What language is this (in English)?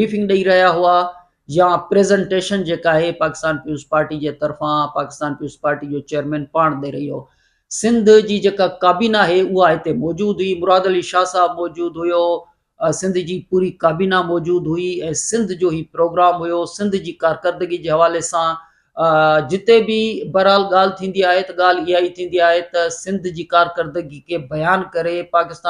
Sindhi